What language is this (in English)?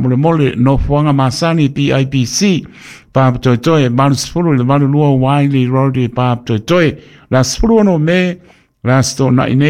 Samoan